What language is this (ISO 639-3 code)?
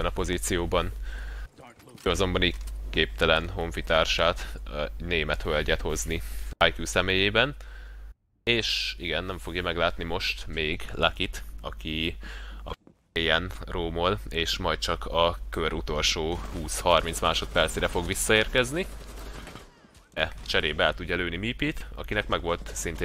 hun